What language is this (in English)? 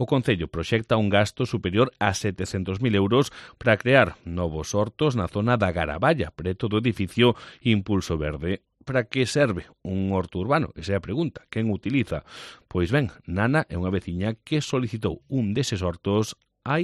Galician